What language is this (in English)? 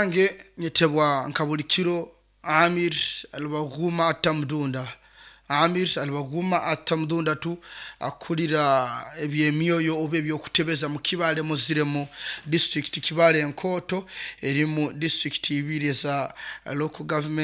Nyoro